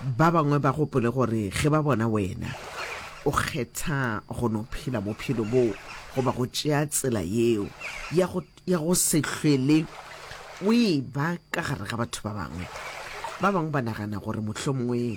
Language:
Northern Sotho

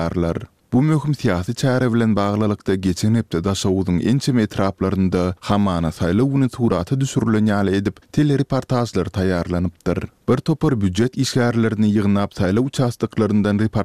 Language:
Turkmen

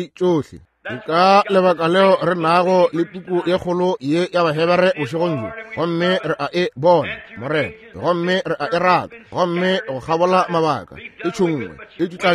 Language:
Northern Sotho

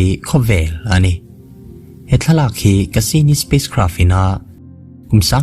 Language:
Mizo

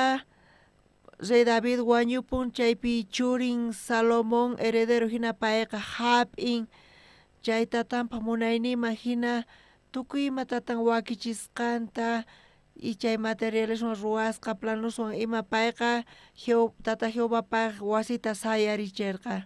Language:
South Bolivian Quechua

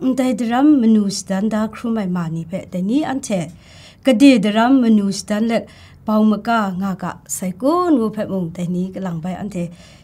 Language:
Kachin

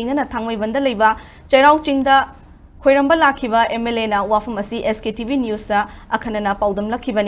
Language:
Manipuri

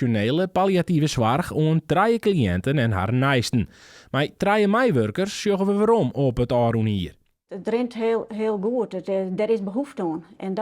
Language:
Western Frisian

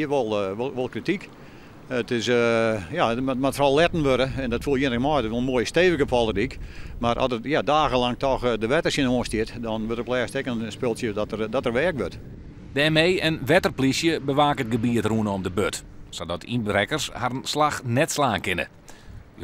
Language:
Western Frisian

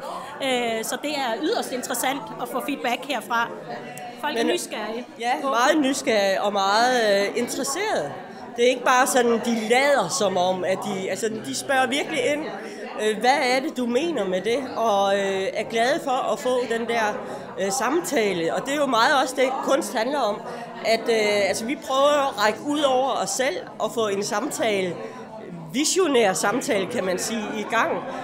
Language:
Danish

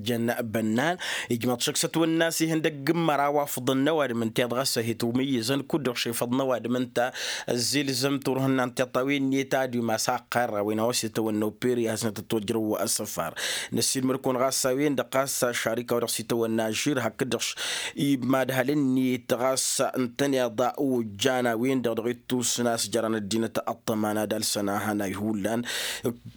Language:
Tamasheq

